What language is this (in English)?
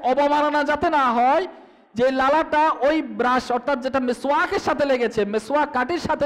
Bangla